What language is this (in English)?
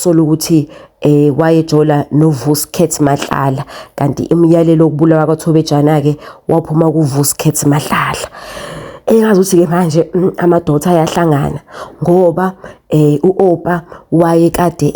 Zulu